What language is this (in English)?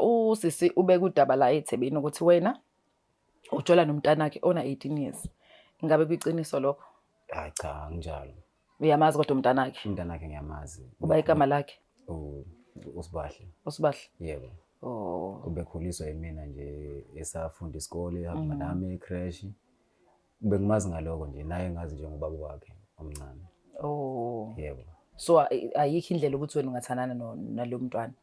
Zulu